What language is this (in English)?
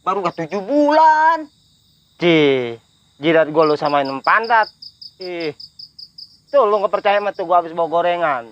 Betawi